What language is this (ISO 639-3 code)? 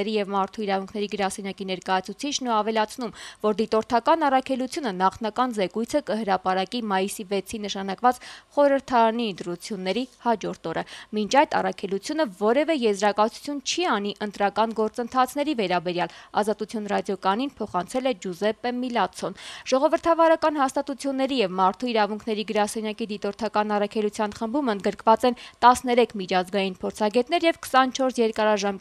hye